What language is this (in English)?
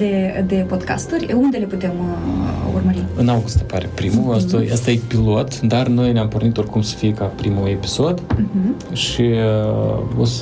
Romanian